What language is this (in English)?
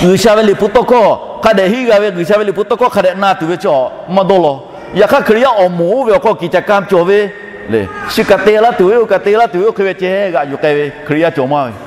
Lahu